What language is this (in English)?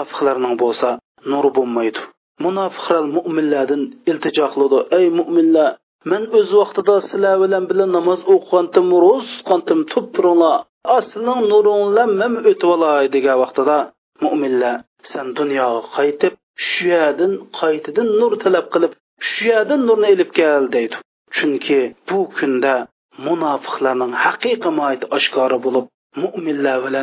Uyghur